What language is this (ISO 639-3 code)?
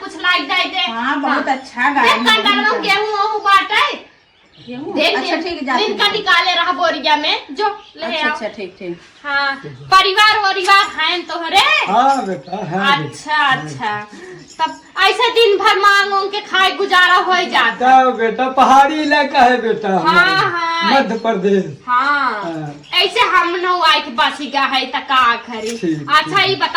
awa